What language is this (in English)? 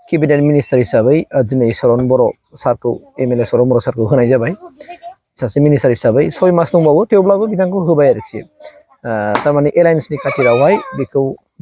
Bodo